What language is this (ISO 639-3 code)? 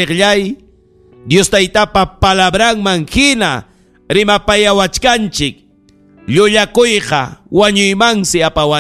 quy